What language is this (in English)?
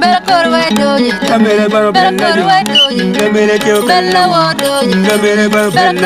Acoli